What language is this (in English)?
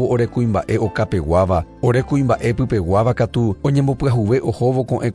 Guarani